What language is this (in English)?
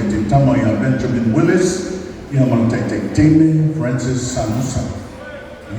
Samoan